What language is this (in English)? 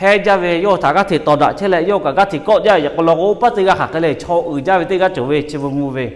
Lahu